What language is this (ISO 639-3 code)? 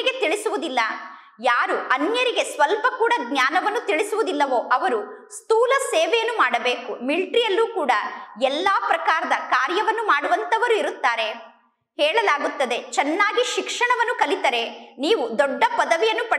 kan